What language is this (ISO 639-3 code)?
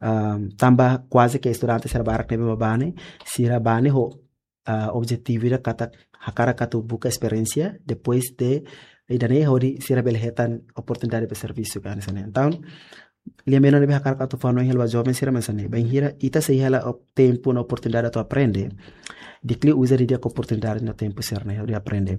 tet